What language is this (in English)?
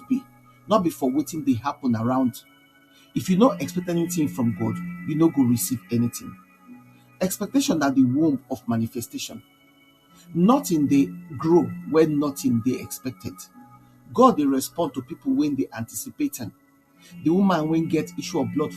Nigerian Pidgin